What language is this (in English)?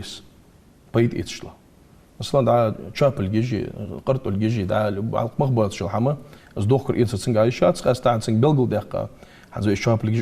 Ingush